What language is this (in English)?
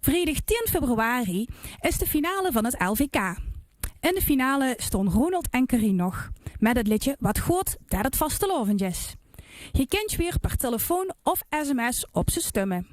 Limburgish